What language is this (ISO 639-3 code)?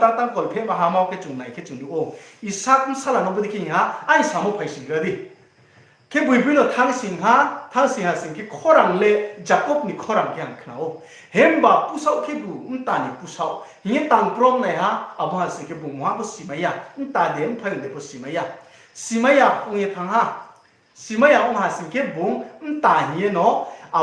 ria